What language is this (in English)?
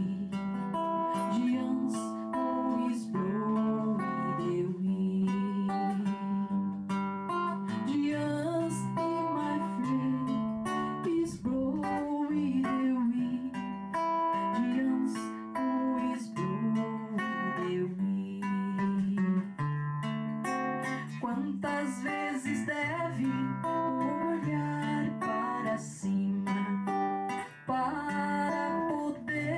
Portuguese